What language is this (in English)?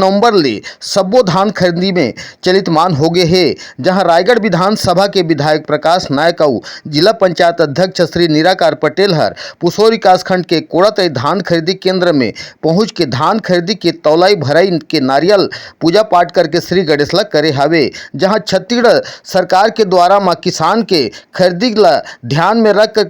Chhattisgarhi